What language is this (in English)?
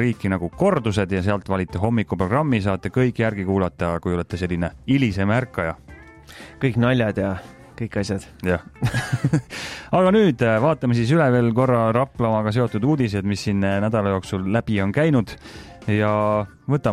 Estonian